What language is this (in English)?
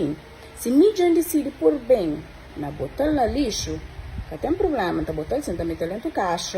Kabuverdianu